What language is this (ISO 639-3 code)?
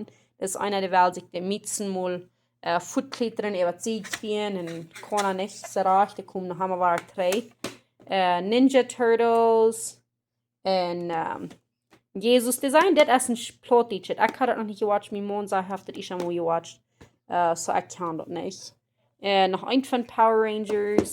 pdt